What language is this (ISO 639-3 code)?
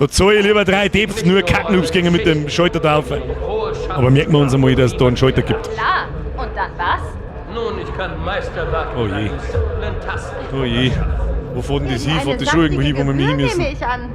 bar